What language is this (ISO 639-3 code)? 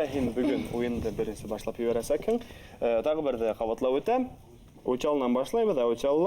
bak